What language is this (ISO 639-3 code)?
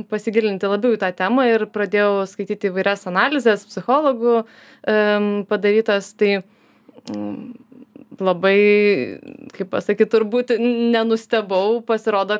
lit